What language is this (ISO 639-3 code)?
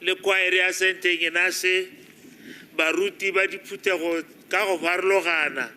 tsn